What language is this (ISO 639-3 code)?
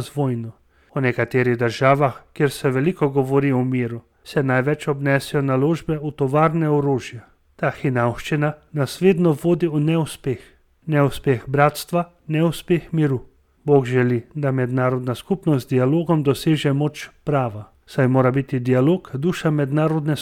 slv